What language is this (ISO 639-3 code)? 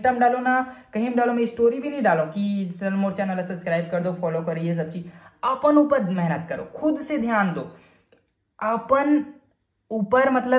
hne